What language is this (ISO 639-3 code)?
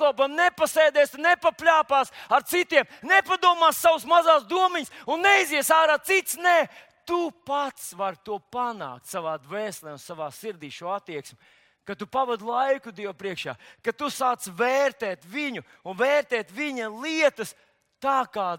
lav